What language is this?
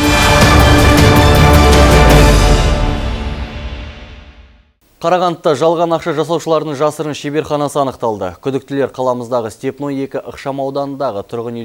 Kazakh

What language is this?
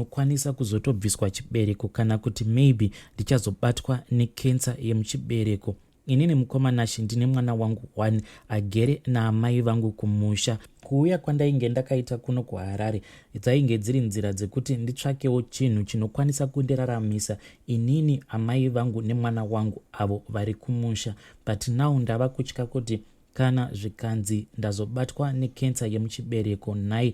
Shona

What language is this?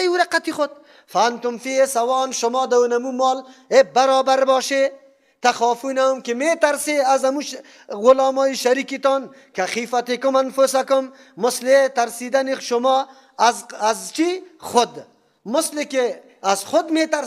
Persian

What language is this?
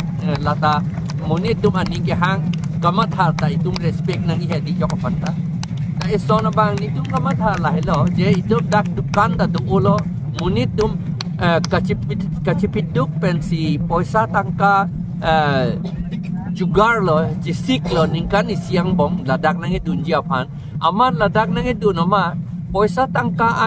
Karbi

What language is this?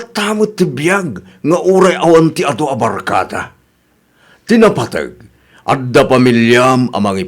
Iloko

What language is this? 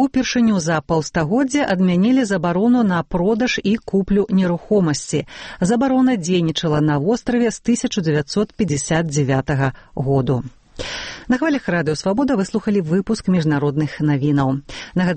Belarusian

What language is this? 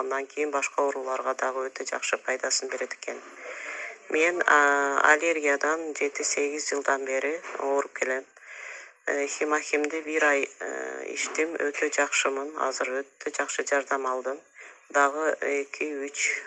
Kyrgyz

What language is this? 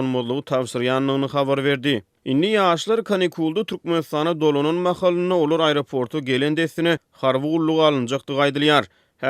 Turkmen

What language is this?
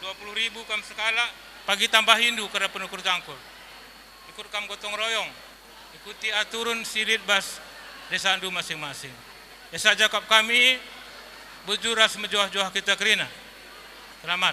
Batak Karo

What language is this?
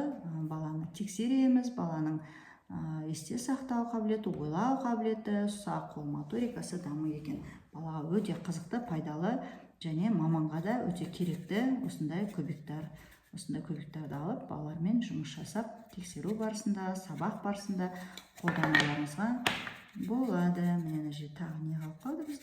Kazakh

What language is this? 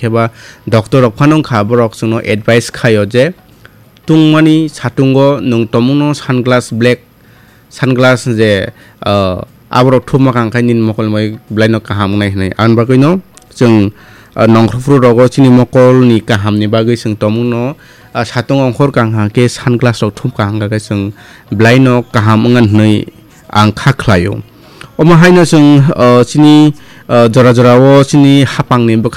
Kok Borok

